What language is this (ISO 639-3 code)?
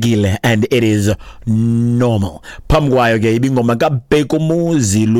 xho